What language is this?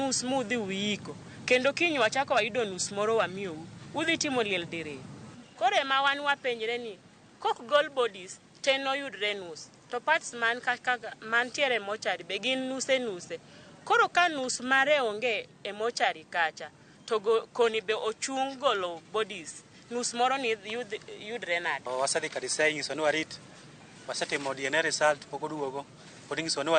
Luo (Kenya and Tanzania)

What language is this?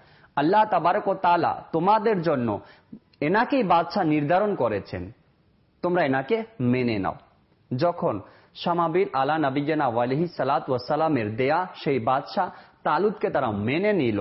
Bangla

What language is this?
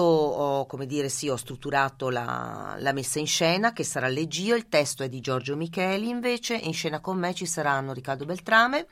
Italian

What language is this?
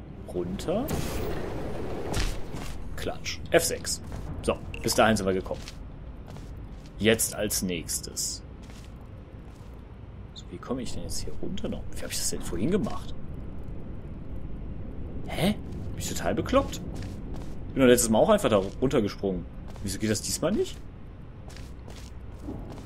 German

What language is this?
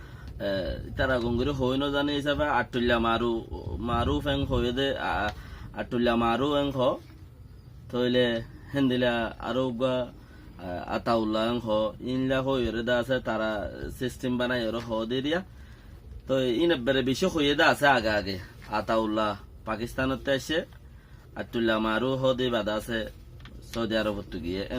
Rohingya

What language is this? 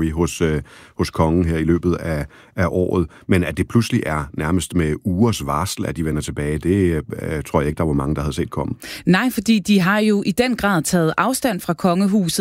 Danish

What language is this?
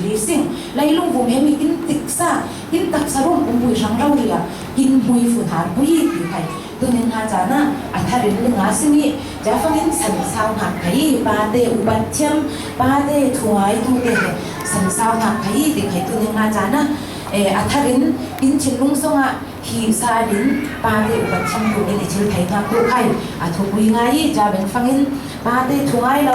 Falam Chin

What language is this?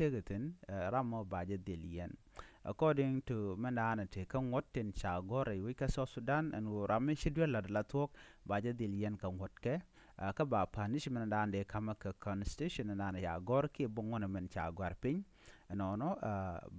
Nuer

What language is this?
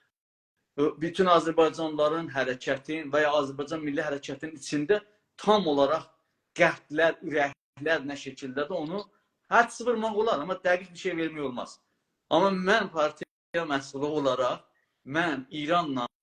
South Azerbaijani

